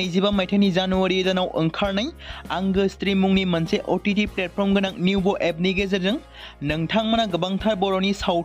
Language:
Bodo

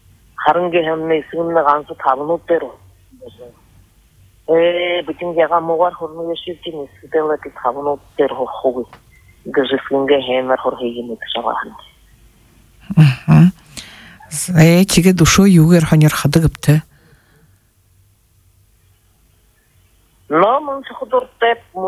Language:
Buriat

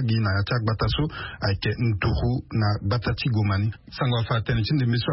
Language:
Sango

